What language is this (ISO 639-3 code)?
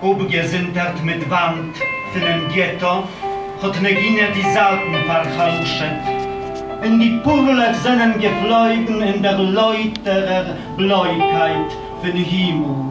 yid